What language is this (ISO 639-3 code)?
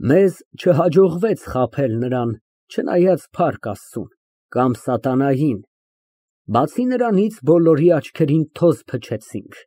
hye